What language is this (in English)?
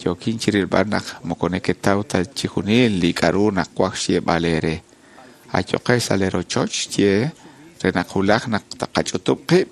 Kekchí